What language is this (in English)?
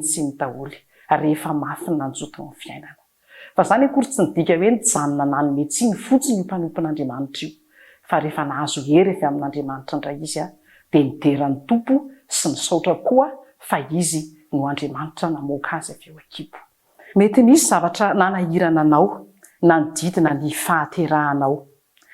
Malagasy